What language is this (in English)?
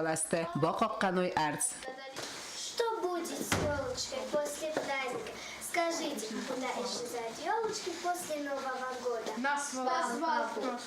Ossetic